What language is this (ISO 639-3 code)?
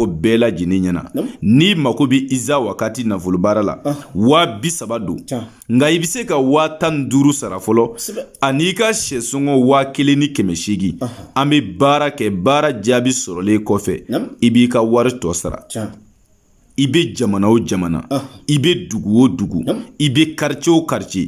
bam